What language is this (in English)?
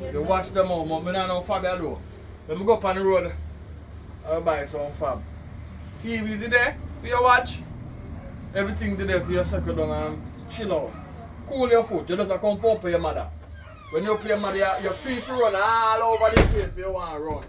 Jamaican Creole English